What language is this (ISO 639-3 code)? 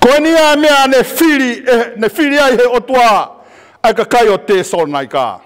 ton